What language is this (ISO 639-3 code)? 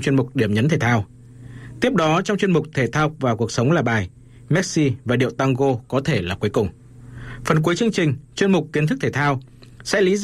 vie